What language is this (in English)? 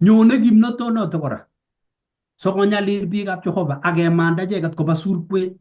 Kalenjin